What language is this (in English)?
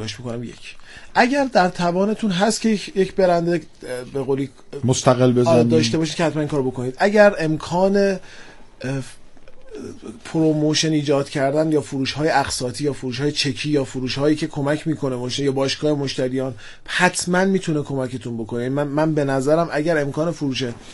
Persian